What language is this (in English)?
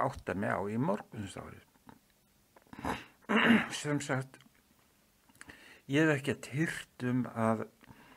Icelandic